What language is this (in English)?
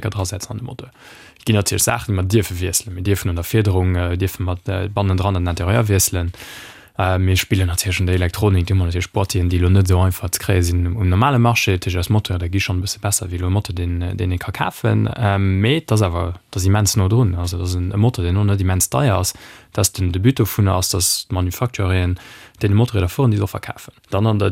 Luxembourgish